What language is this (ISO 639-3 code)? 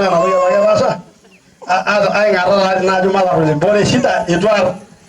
mas